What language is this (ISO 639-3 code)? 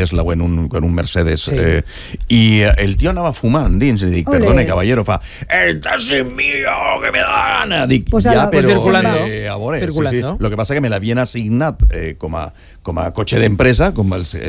cat